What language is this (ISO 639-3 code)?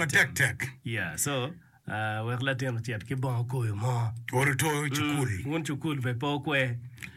ach